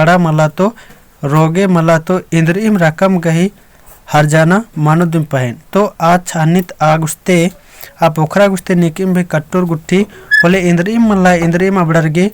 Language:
Kurukh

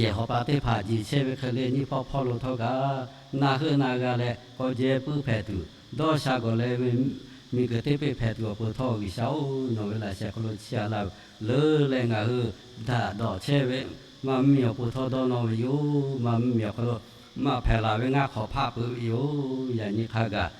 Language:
Lahu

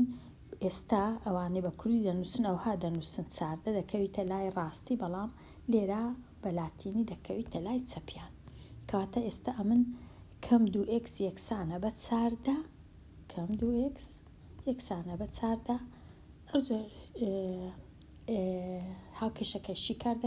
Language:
Central Kurdish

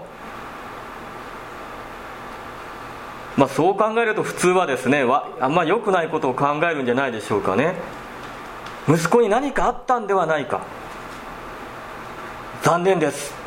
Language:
Japanese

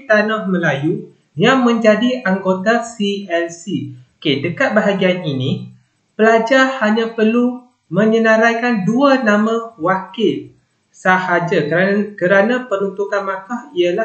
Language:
Malay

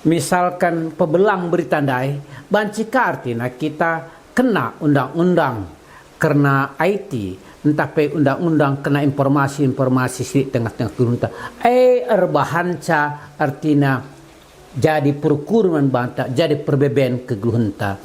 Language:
Batak Karo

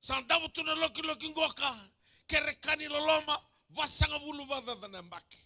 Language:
Fijian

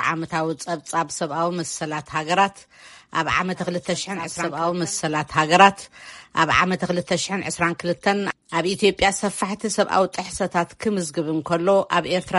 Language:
Tigrinya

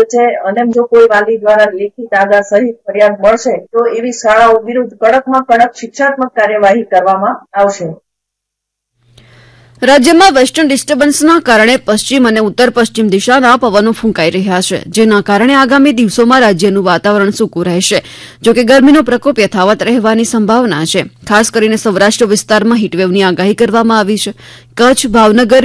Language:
Gujarati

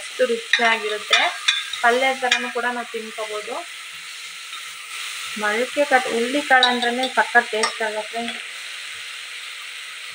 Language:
Kannada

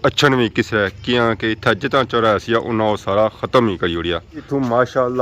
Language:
Pahari-Potwari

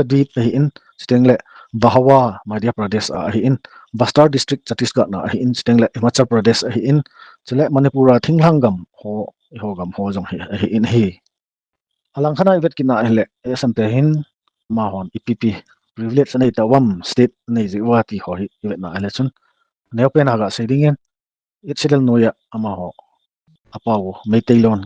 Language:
Thado Chin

